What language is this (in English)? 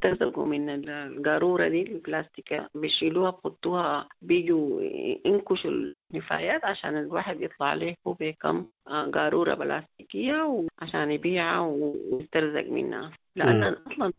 Sudanese Arabic